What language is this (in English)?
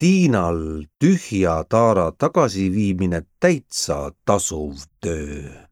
Estonian